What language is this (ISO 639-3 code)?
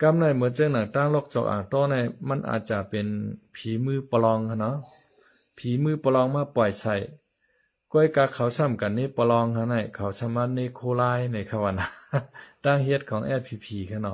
shn